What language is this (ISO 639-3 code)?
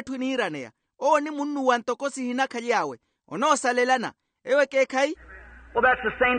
vmw